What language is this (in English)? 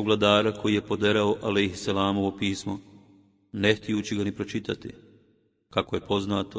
Bosnian